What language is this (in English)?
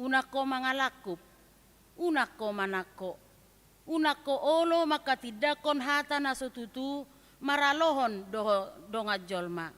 Batak Toba